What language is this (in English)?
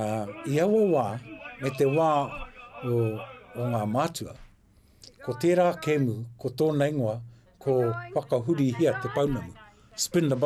Māori